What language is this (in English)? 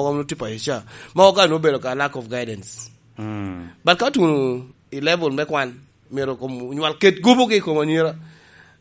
Lango (Uganda)